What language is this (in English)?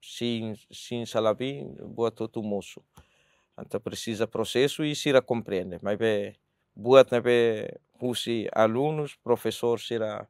Tetum